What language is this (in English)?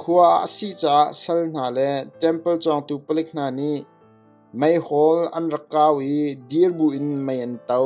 Hakha Chin